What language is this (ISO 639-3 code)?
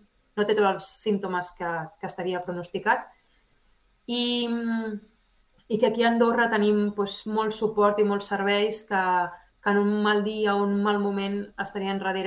cat